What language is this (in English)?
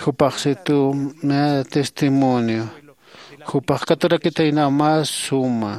Aymara